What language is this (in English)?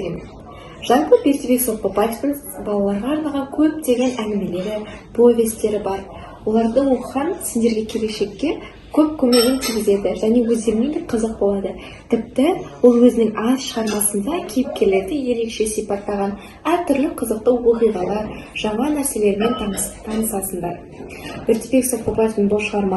Kazakh